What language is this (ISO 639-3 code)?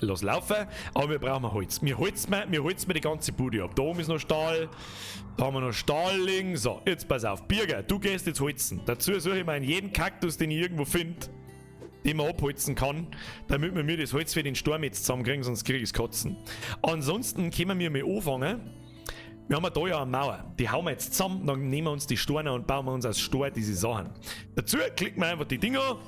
bar